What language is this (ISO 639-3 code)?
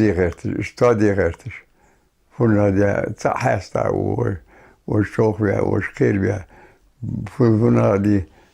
inh